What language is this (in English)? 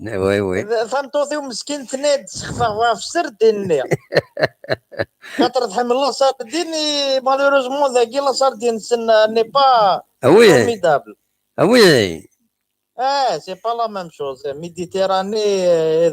Kabyle